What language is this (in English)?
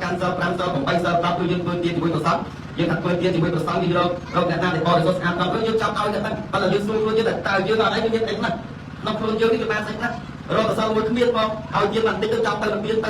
Khmer